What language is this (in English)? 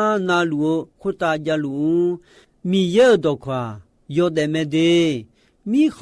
Akha